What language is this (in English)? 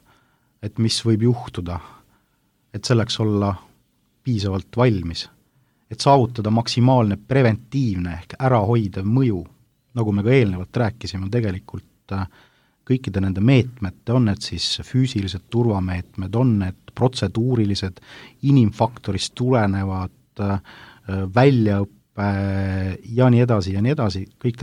Estonian